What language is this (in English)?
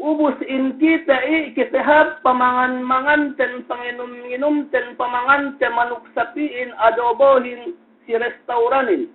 Yakan